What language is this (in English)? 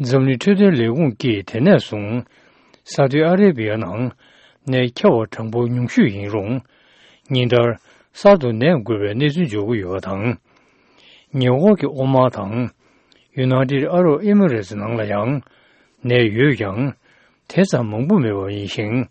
Tibetan